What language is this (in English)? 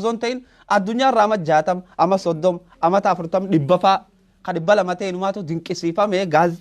Oromo